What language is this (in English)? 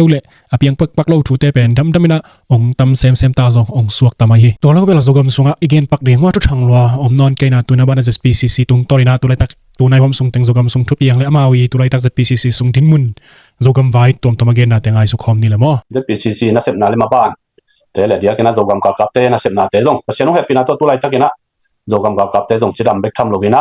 Tedim Chin